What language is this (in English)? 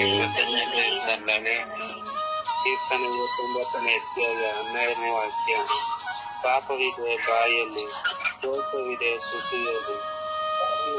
Kannada